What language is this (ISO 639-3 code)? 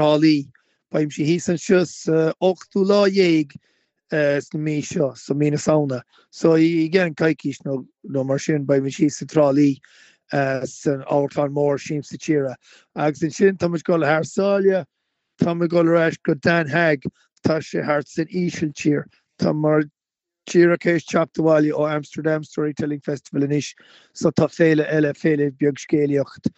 gle